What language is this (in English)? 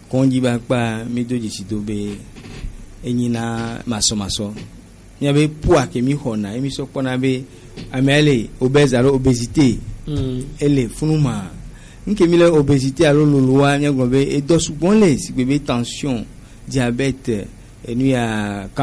Gen